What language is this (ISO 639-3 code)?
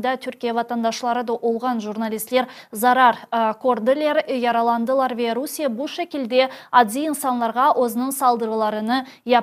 crh